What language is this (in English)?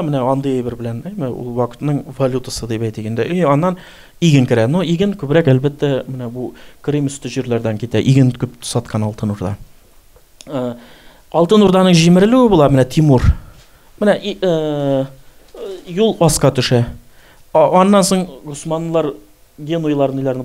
Tatar